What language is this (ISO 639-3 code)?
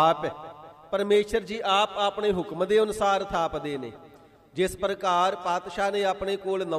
pan